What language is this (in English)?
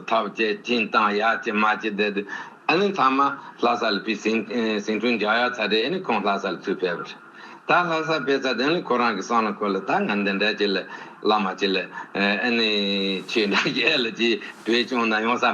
Tibetan